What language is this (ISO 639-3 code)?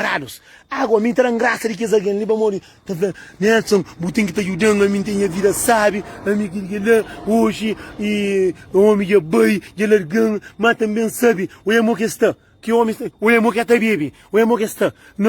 kea